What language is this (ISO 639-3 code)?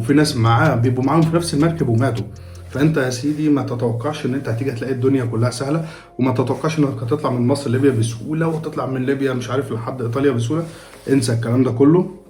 arz